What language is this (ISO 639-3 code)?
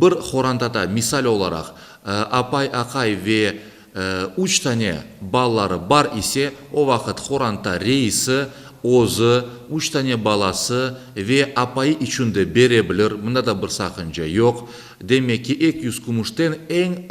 crh